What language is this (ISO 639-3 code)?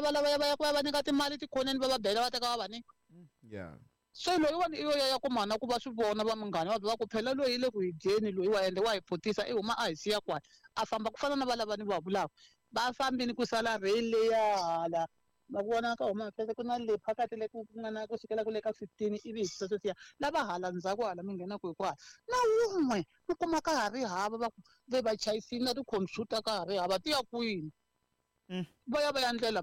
tso